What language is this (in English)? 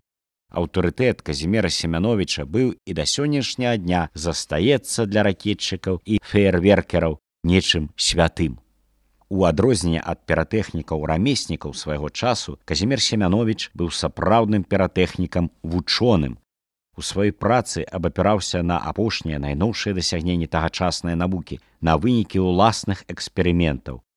Belarusian